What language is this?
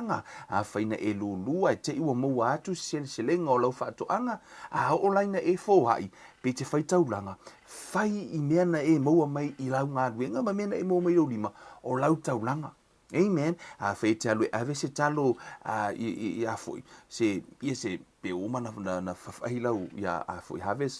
Samoan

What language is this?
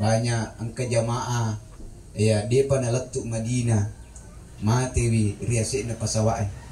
Buginese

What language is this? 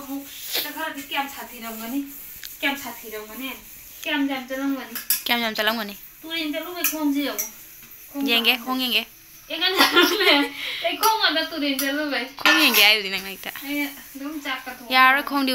Manipuri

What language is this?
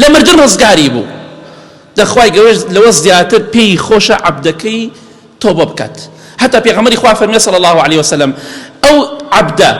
Central Kurdish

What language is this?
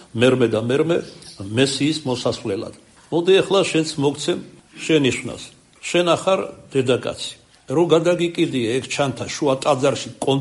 Georgian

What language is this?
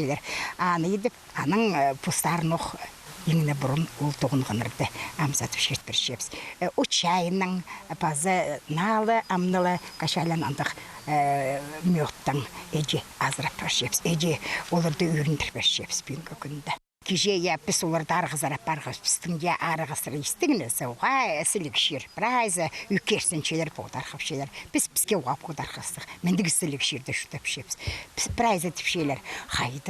Khakas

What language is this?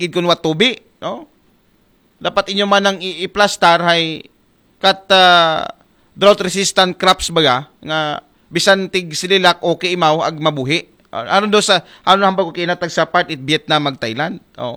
Aklanon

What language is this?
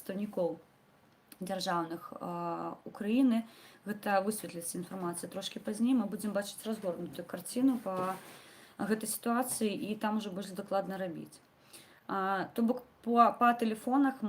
Belarusian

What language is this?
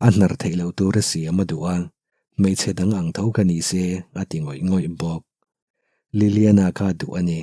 Mizo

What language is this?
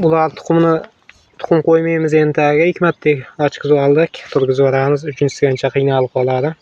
Uzbek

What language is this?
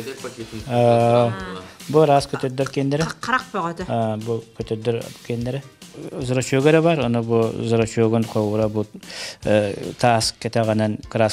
Yakut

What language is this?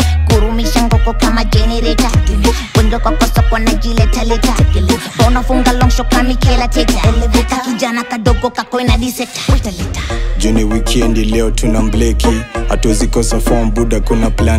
Swahili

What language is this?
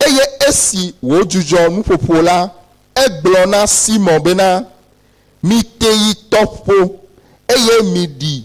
Ewe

